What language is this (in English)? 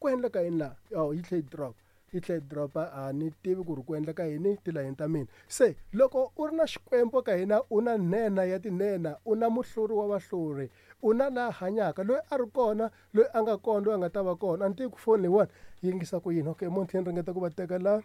Tsonga